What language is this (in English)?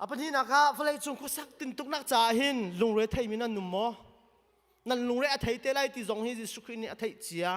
Hakha Chin